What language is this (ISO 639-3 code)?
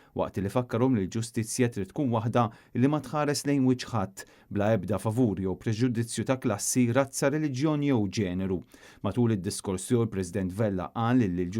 mlt